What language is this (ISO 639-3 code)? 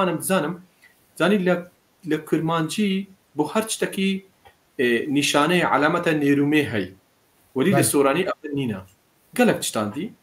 kur